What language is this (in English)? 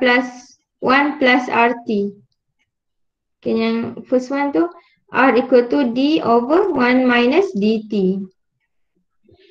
Malay